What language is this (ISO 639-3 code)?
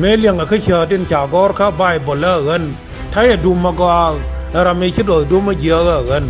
nus